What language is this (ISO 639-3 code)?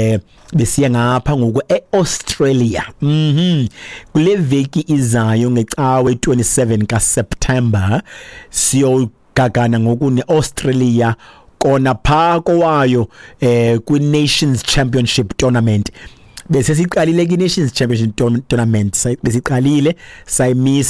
xho